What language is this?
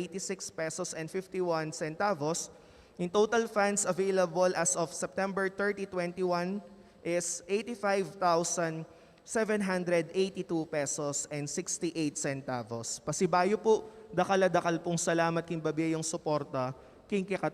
Pampanga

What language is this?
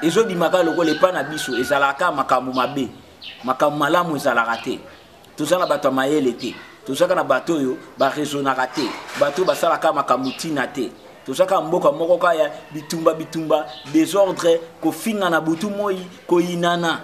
Lingala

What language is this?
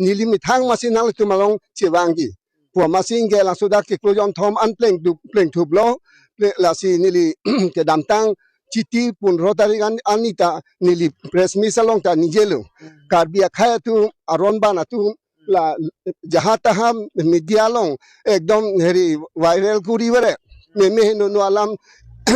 Karbi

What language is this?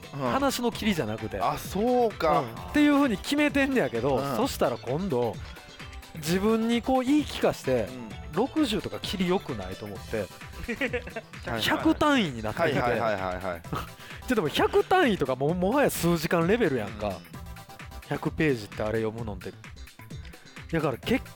Japanese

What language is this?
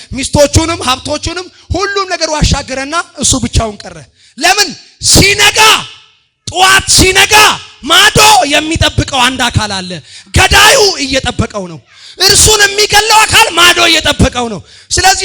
Amharic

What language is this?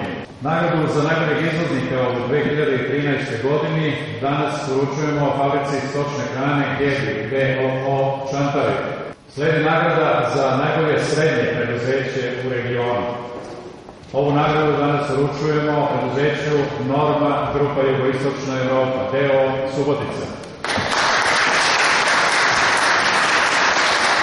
Serbian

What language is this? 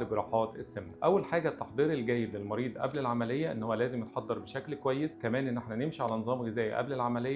Egyptian Arabic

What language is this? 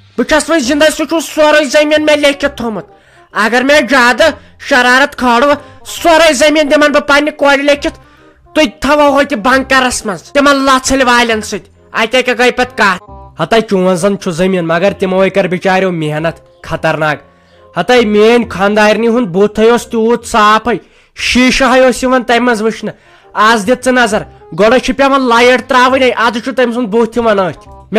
Kashmiri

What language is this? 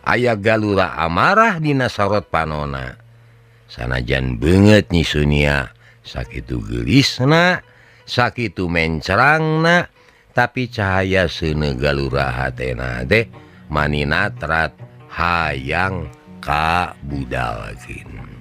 Sundanese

